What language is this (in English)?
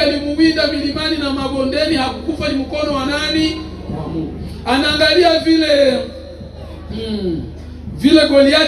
Swahili